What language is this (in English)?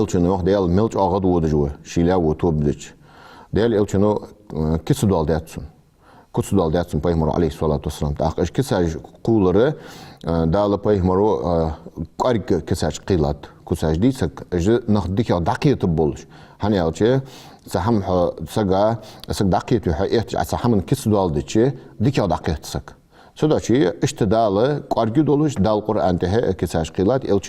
Ingush